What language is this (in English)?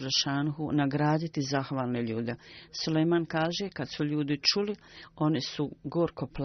Bosnian